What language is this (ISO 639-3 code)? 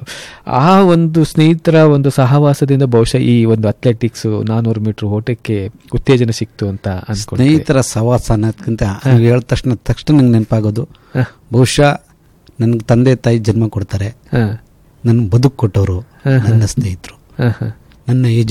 kan